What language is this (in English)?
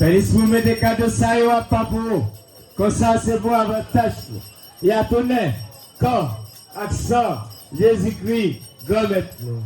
Haitian Creole